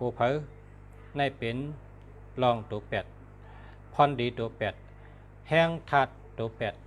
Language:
Shan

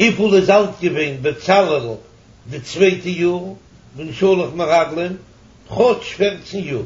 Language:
Yiddish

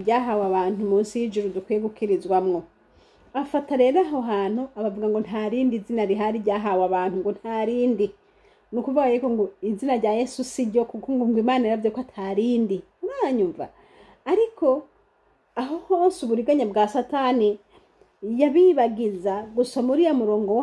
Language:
Rundi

